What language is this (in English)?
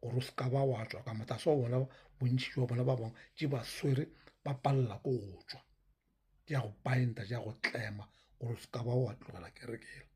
Northern Sotho